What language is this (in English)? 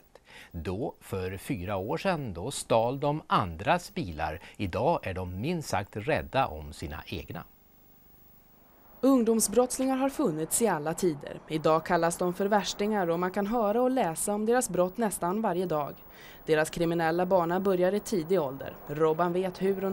Swedish